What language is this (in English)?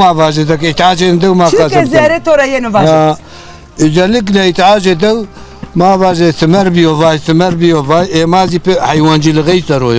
Zaza